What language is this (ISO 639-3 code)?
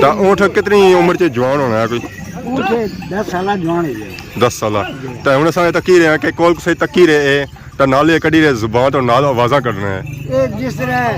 phr